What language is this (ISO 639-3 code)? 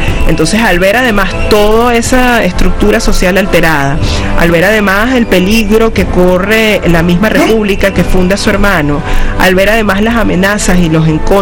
spa